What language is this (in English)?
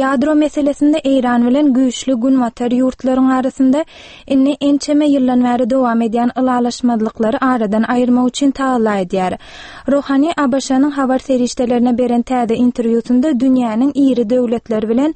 Turkmen